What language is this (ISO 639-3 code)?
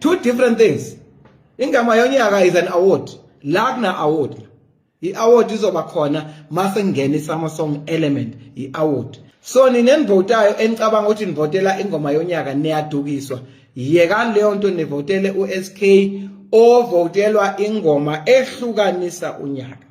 zul